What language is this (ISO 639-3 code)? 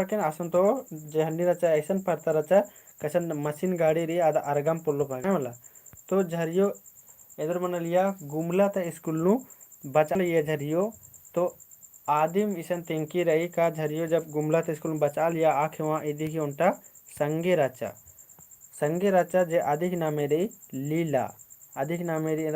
kru